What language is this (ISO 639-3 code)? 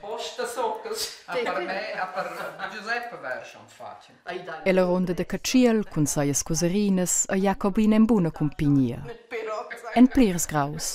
roh